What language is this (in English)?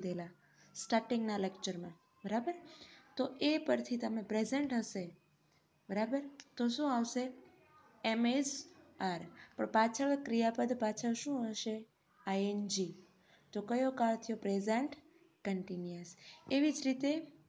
Gujarati